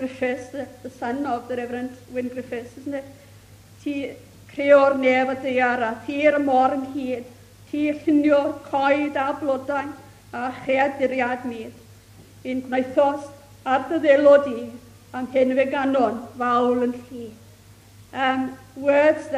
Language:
Welsh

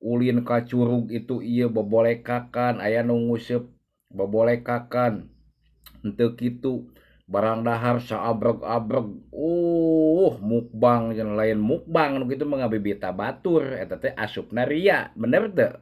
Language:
Sundanese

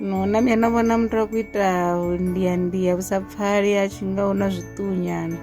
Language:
Venda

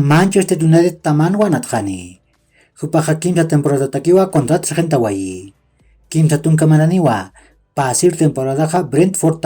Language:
Aymara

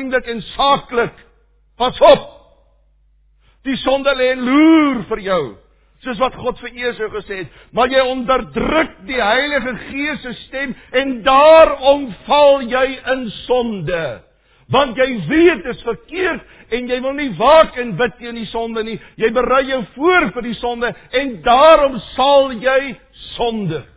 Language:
Afrikaans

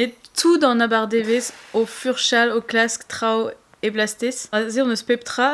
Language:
Breton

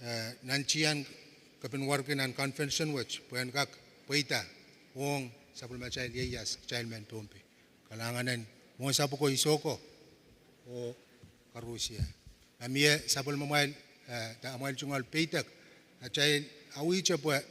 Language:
Pohnpeian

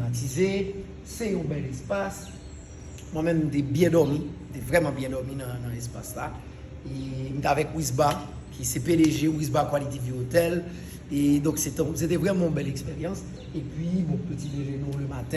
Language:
Haitian Creole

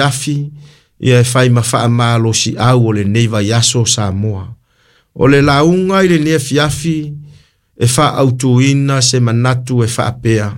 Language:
Samoan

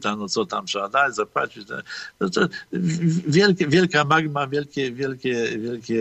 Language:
Polish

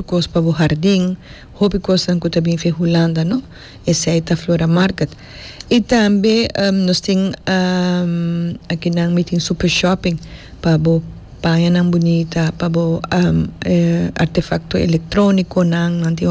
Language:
Papiamento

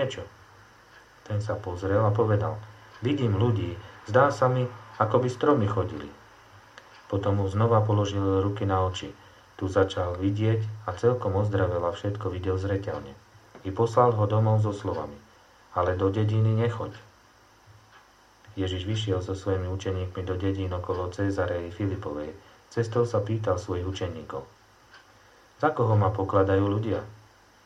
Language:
Slovak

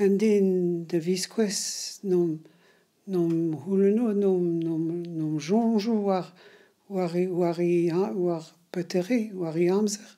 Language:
Breton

